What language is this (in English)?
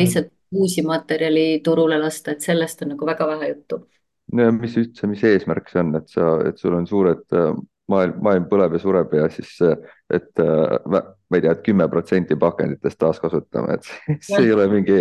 Estonian